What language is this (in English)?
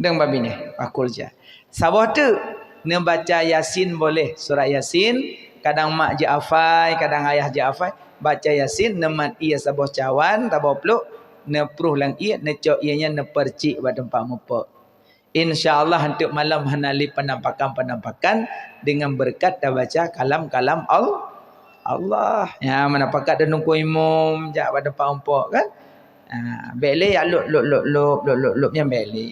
Achinese